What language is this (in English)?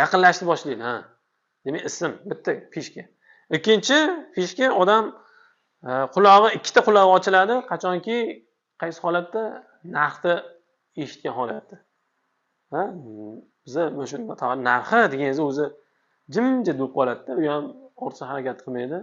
Uzbek